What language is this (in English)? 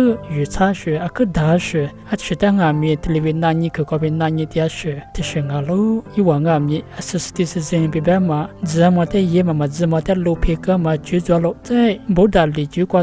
Lisu